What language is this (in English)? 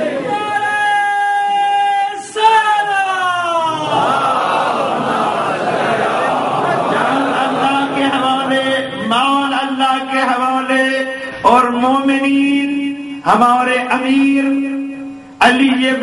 Urdu